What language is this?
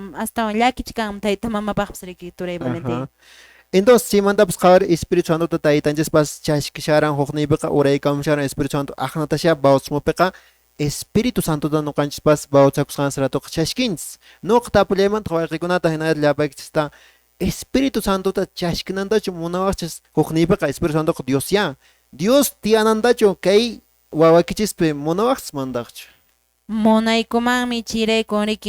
Quechua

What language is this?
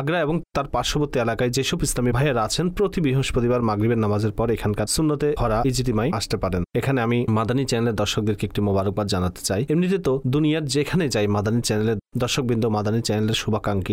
Bangla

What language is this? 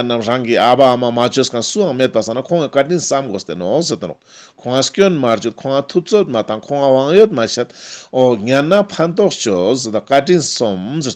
Ladakhi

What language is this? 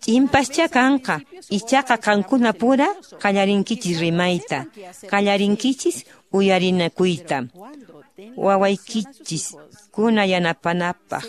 Quechua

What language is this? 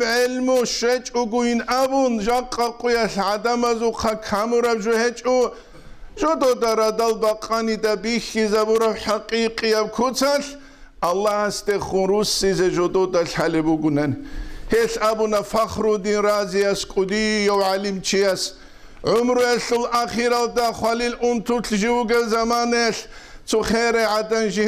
Avaric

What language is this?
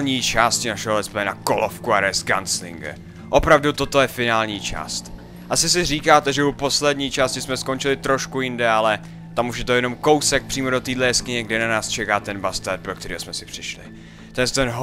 Czech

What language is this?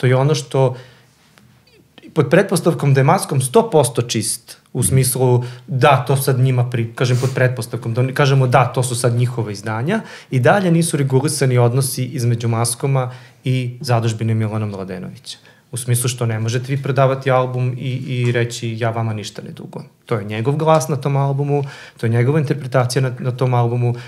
Serbian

